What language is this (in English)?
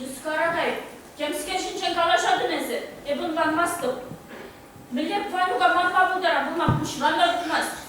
Chuvash